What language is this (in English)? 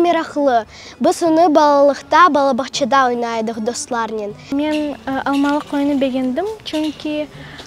Crimean Tatar